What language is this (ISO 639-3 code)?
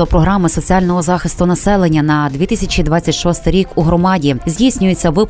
ukr